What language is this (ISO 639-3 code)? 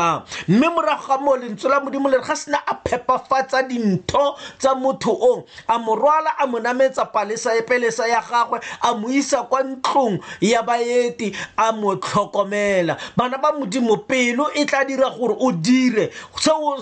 tsn